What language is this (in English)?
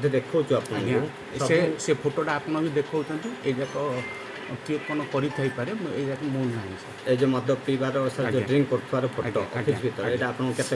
Odia